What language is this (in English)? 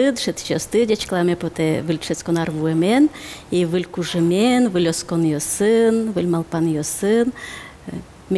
Udmurt